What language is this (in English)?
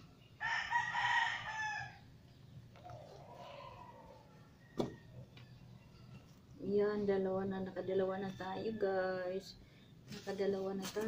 Filipino